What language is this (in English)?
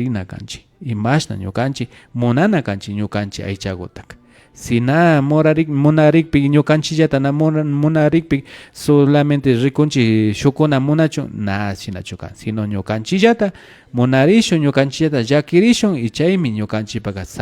Imbabura Highland Quichua